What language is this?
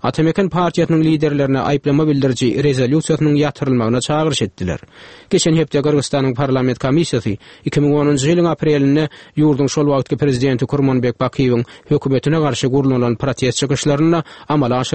Turkmen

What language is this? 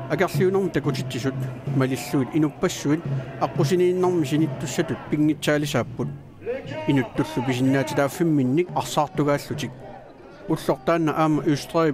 Kalaallisut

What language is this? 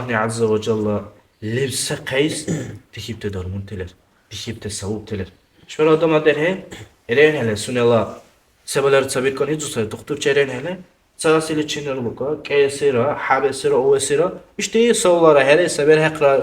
Dargwa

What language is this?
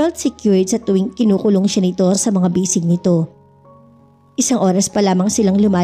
Filipino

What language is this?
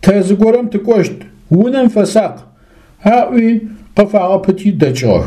Adyghe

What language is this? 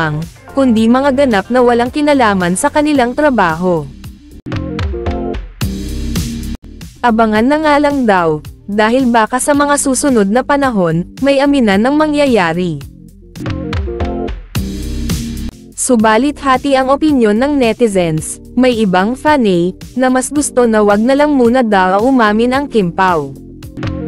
Filipino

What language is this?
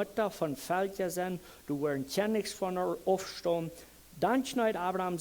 Plautdietsch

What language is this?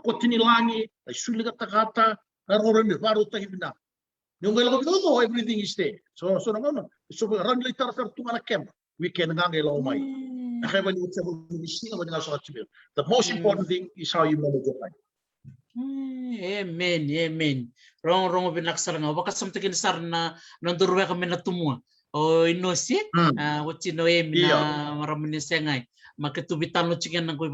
Fijian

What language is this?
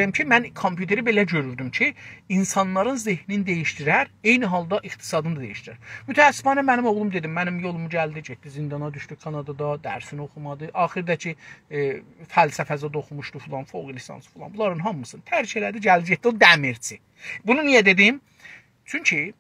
South Azerbaijani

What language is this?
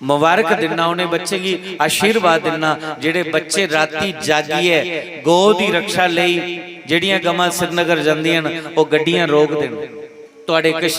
Dogri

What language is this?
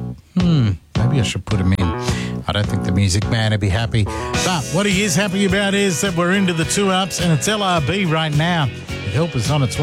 English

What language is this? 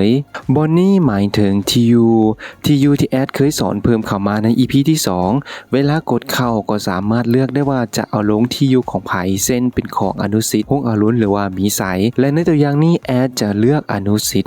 Lao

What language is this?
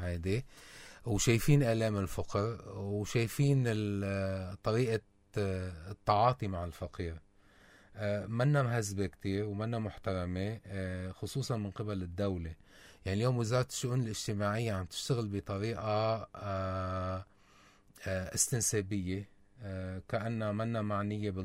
North Levantine Arabic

